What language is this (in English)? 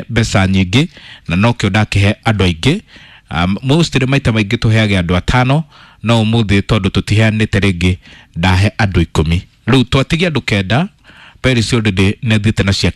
Kikuyu